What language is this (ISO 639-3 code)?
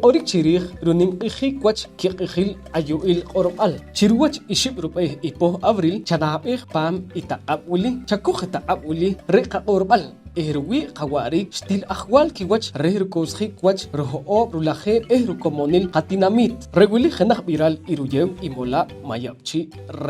poh